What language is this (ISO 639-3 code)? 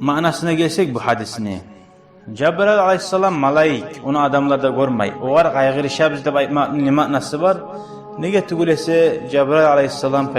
kum